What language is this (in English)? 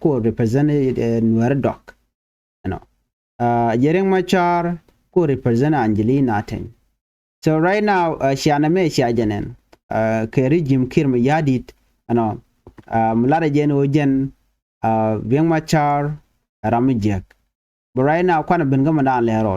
Nuer